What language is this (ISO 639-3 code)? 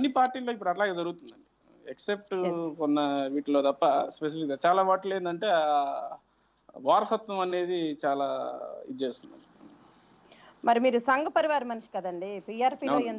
tel